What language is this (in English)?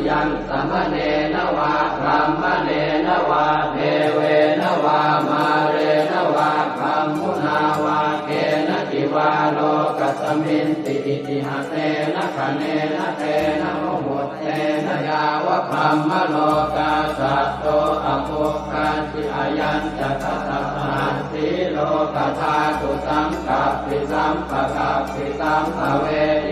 Pali